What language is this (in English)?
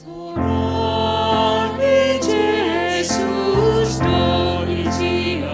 Batak Simalungun